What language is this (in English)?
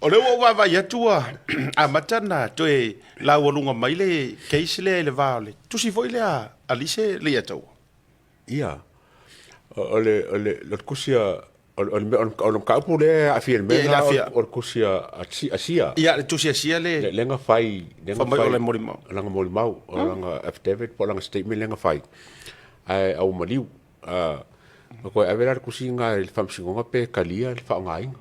Samoan